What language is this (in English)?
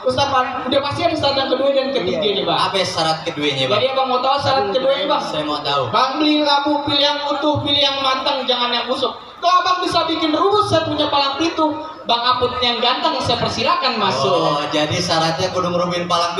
Betawi